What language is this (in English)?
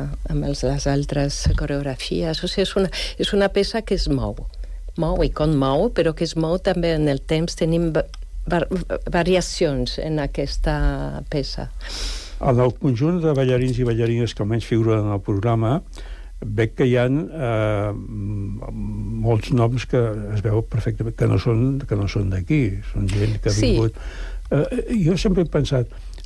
Catalan